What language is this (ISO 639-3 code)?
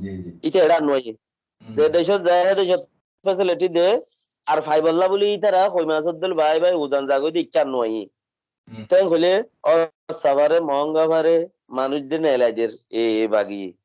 rhg